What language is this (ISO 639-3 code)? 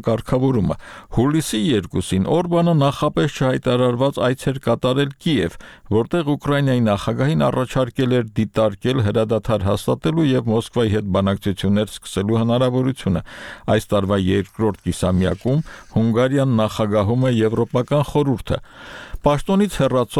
hye